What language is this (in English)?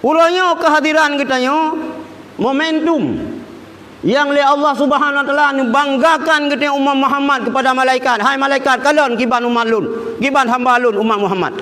Achinese